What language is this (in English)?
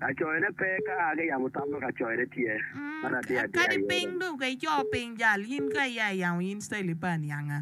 Acoli